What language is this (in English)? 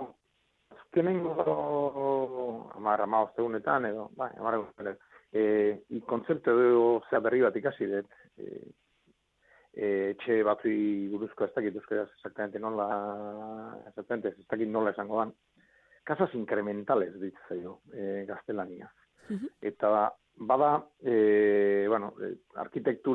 Basque